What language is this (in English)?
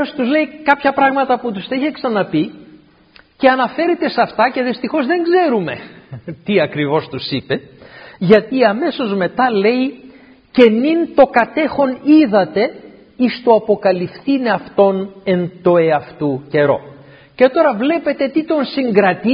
Greek